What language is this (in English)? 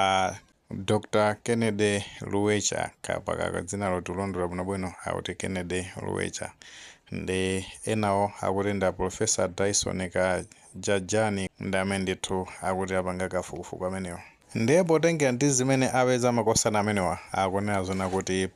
Nyanja